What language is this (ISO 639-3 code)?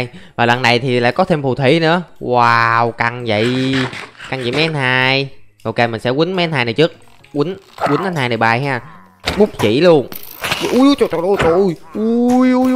vie